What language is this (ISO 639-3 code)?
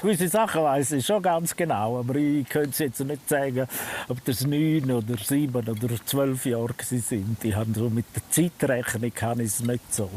gsw